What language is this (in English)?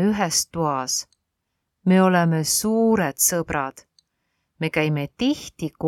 Estonian